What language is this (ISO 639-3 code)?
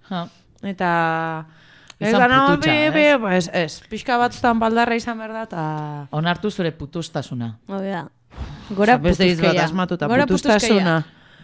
eus